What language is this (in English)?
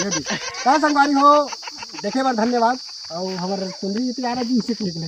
Chhattisgarhi